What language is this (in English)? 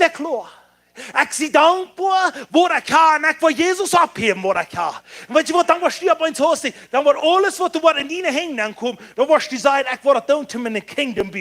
Plautdietsch